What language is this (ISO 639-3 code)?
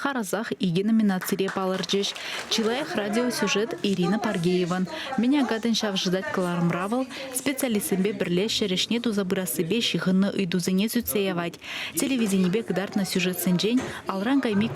chv